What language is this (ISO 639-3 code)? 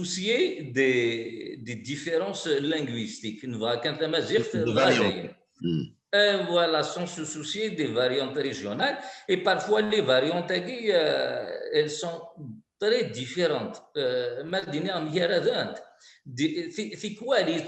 kab